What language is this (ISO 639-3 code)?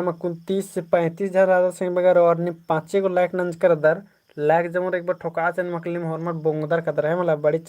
kru